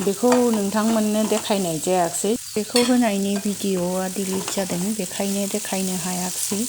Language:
Bodo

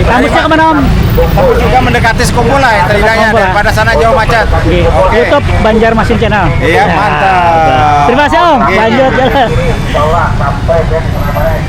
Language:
Banjar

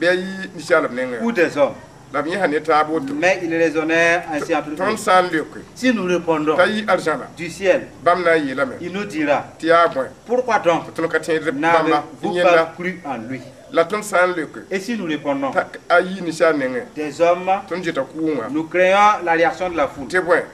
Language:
Mossi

